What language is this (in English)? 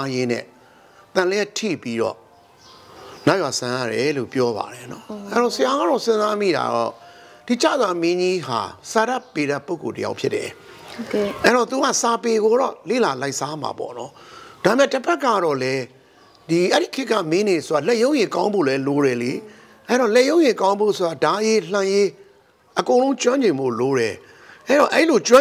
Burmese